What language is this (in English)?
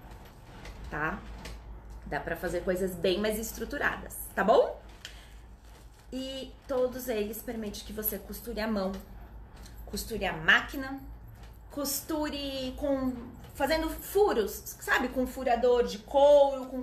Portuguese